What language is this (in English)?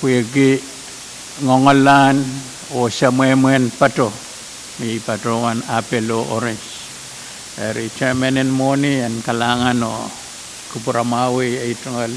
Pohnpeian